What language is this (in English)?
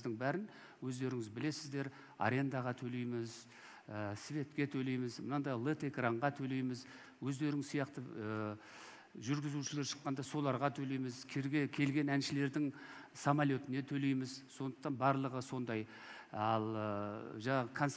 Kazakh